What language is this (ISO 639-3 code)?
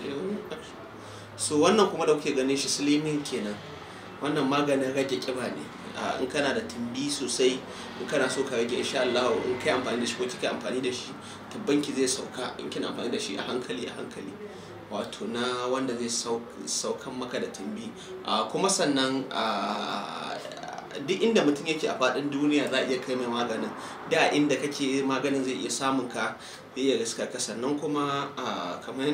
hau